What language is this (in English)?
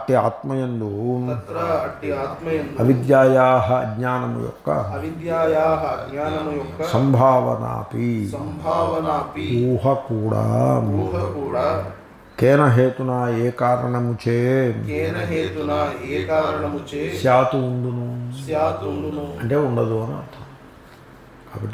Telugu